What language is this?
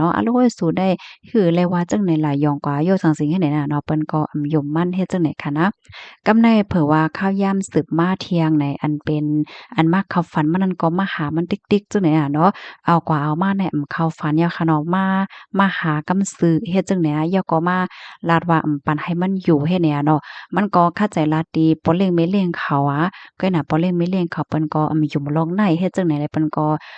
Shan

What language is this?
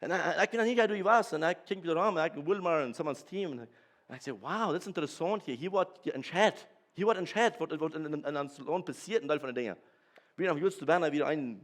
Plautdietsch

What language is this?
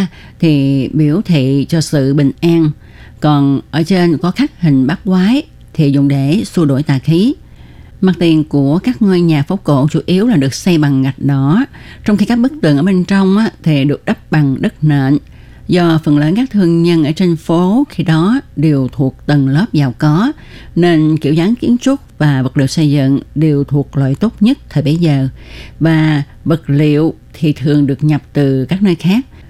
Vietnamese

